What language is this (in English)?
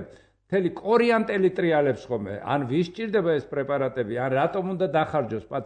Georgian